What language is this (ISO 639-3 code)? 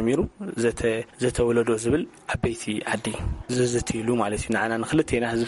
tir